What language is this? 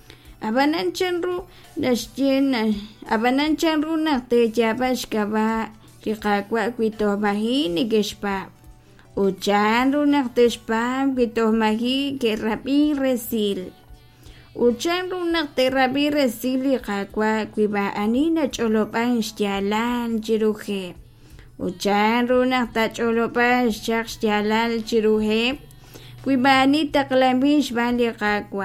Kekchí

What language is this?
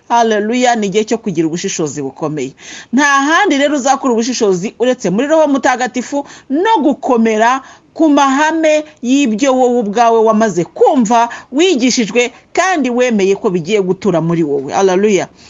Kinyarwanda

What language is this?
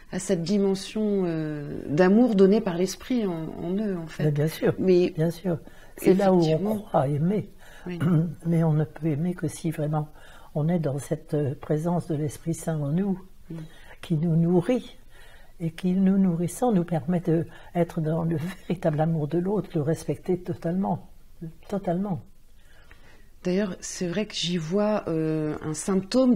French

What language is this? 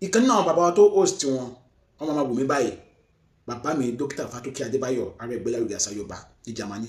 Yoruba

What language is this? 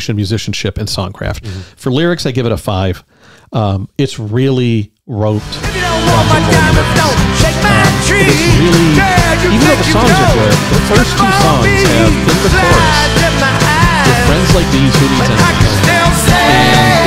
English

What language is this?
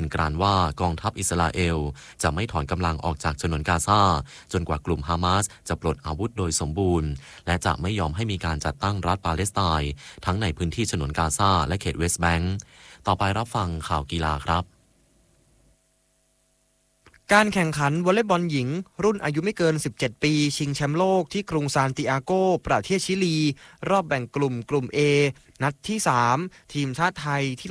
Thai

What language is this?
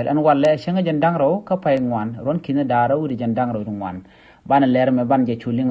Nuer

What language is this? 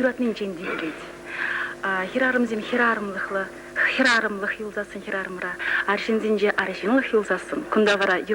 Chuvash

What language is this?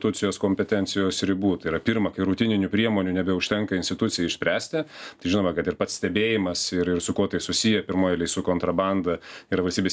Lithuanian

